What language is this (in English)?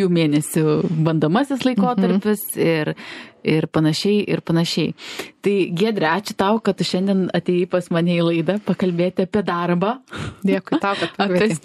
Lithuanian